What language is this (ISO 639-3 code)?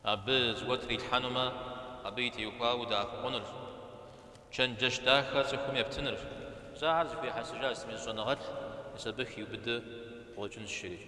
kbd